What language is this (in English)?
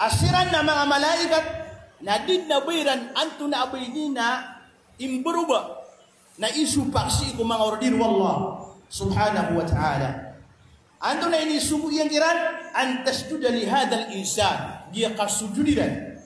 Maranao